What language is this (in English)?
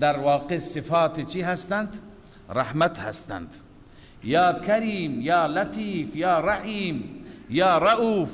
Persian